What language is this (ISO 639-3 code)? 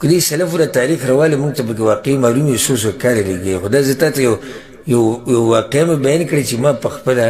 pus